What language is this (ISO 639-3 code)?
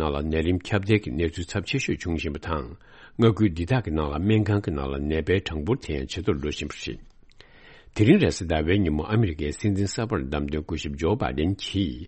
bod